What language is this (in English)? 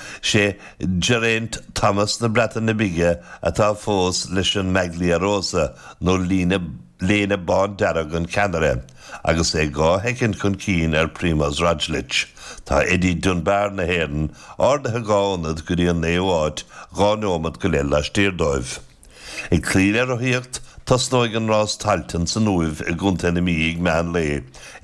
Irish